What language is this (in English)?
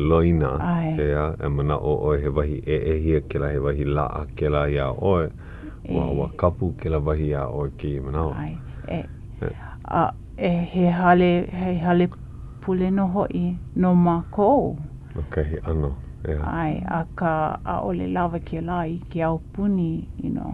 Hawaiian